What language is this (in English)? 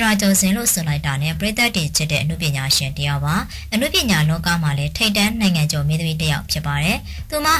Burmese